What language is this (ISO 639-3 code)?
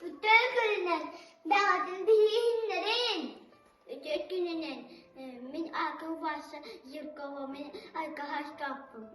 sah